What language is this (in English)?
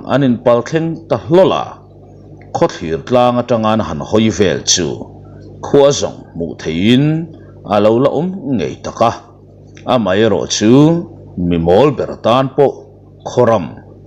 Mizo